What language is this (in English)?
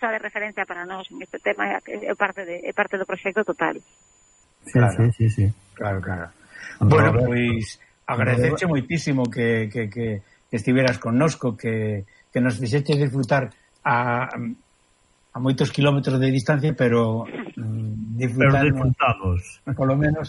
Galician